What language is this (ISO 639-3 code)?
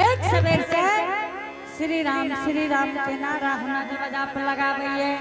anp